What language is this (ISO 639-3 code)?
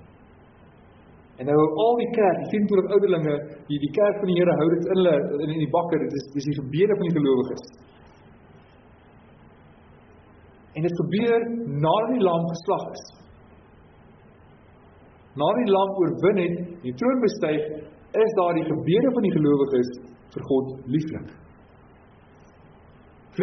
afr